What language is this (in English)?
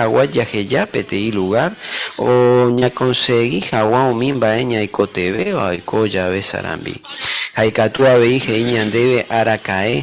Guarani